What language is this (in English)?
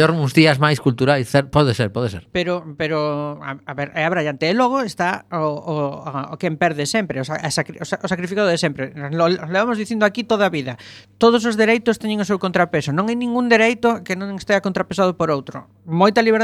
Galician